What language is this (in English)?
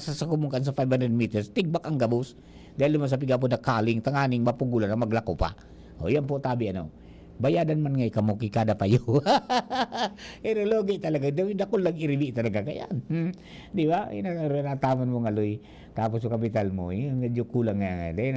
Bikol